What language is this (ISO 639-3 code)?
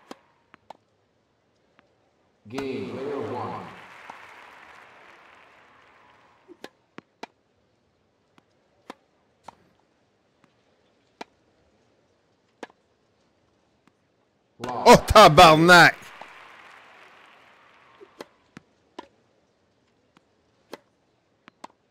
fra